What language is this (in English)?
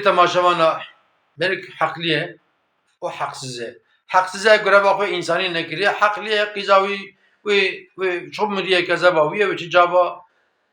Kurdish